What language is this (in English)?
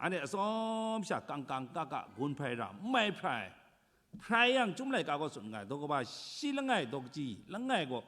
Kachin